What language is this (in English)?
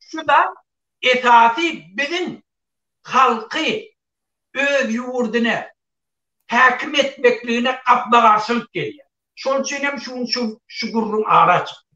Turkmen